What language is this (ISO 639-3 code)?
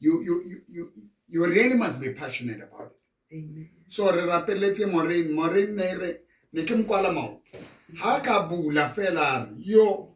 sot